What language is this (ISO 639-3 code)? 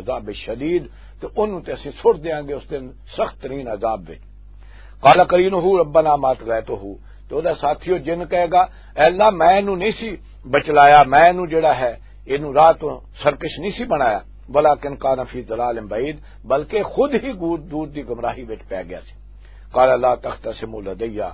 lah